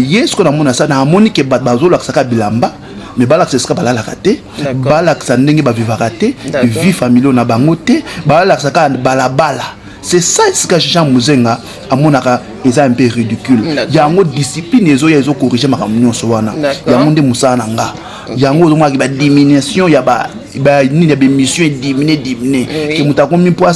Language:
Lingala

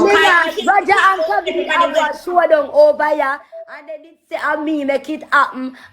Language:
Jamaican Creole English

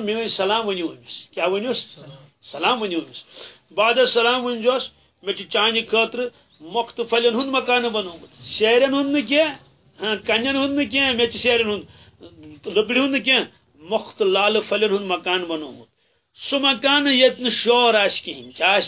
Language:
Kashmiri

